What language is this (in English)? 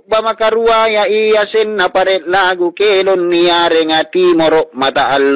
Makasar